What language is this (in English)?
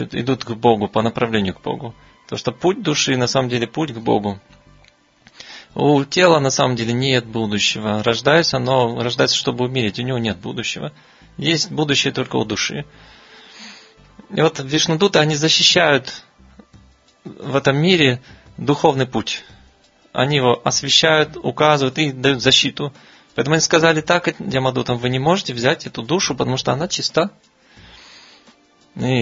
Russian